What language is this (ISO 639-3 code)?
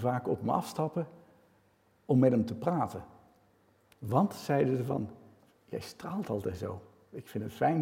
nld